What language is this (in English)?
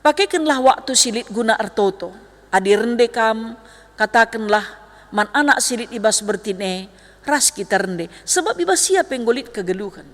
Batak Karo